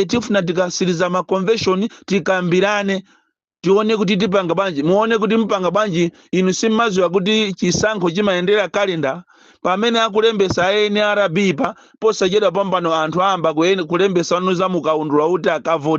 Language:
Nyanja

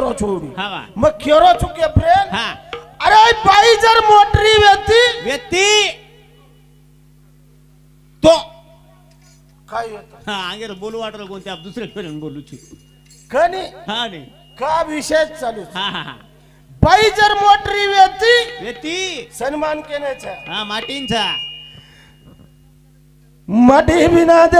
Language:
Lambadi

